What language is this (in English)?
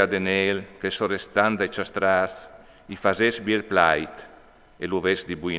Friulian